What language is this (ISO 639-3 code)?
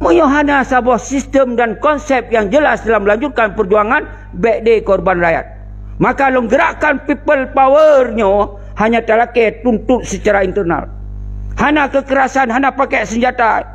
ace